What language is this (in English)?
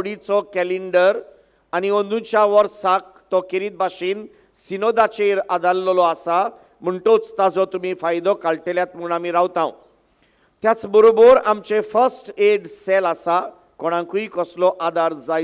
Konkani